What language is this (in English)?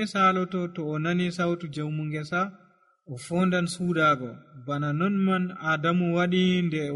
Nigerian Fulfulde